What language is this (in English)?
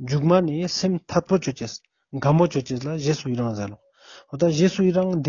Ladakhi